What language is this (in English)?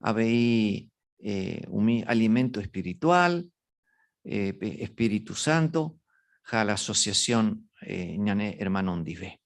Guarani